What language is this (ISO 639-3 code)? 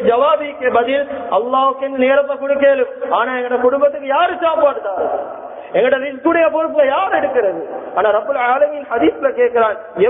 tam